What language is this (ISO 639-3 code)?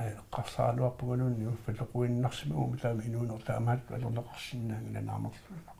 kal